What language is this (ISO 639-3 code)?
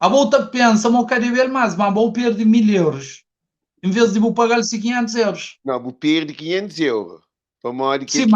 kea